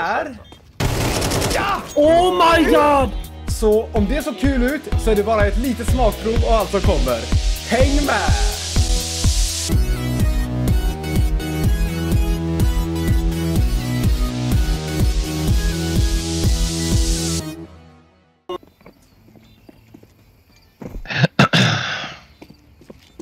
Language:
Swedish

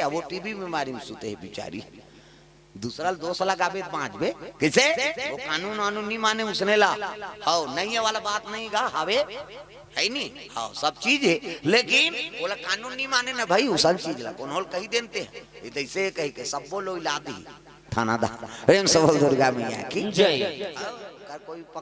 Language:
Chhattisgarhi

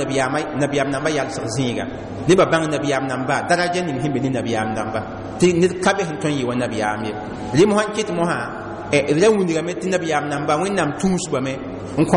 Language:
Mossi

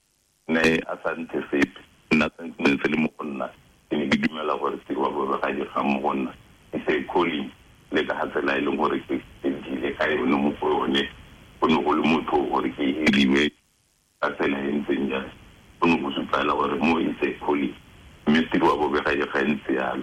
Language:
Tswana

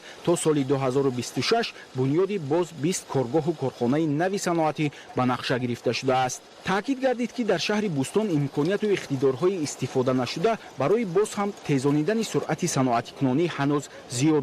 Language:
Tajik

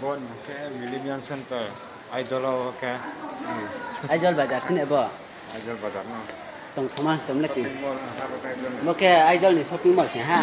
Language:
Riang (India)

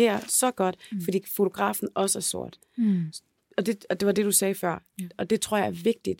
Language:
Danish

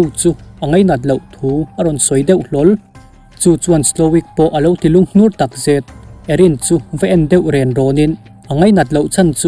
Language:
Mizo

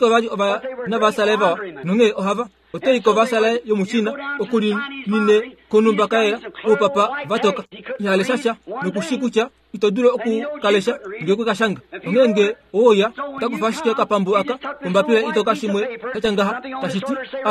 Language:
Kuanyama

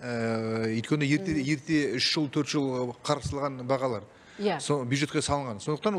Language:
Kazakh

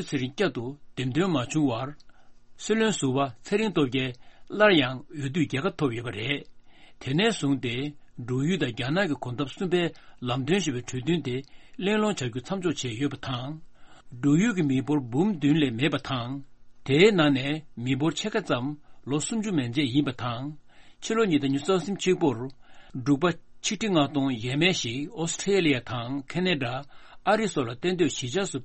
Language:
Tibetan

